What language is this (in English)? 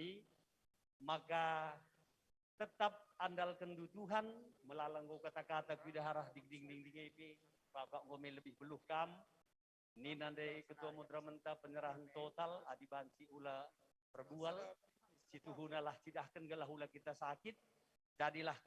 Batak Karo